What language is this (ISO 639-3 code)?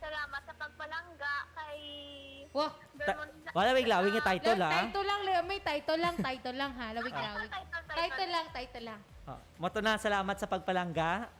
hil